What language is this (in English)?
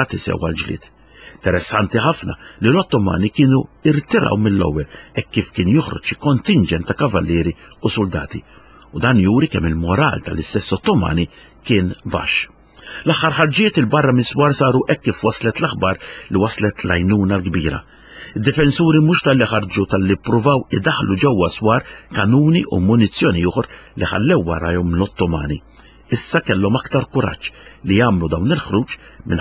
Maltese